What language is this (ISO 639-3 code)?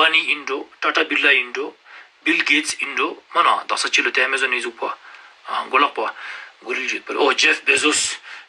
lbj